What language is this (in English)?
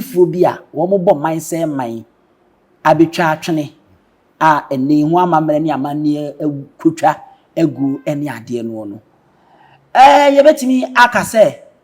Akan